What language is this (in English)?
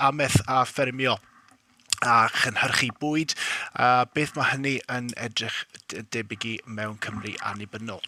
Welsh